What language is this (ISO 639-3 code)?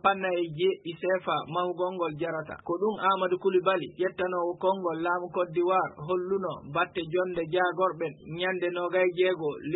ful